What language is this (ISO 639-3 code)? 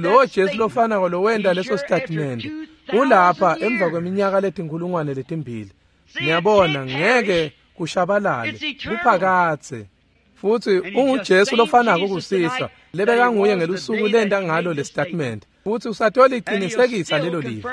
ssw